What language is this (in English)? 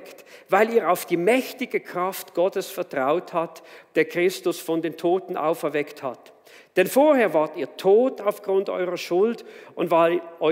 Swiss German